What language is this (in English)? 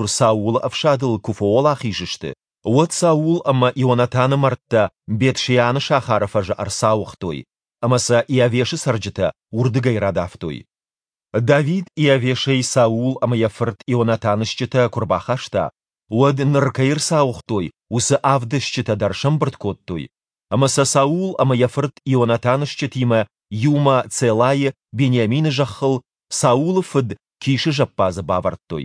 Ossetic